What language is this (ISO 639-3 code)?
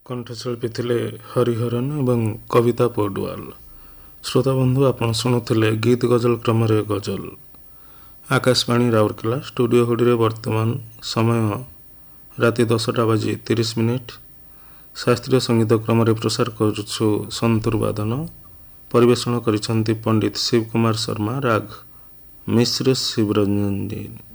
ori